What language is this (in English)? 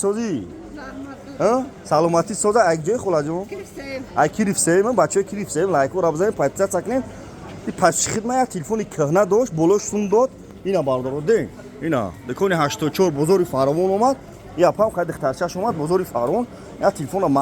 Tajik